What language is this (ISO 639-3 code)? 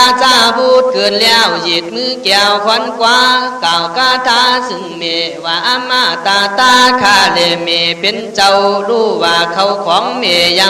kkh